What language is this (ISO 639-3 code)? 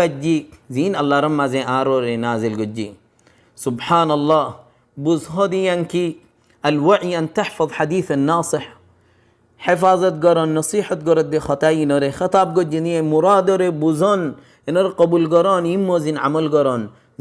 rhg